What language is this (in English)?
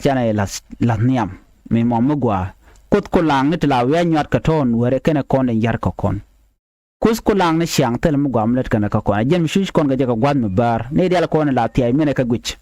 Nuer